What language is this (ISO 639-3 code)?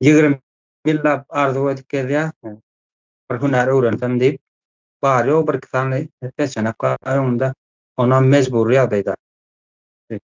tuk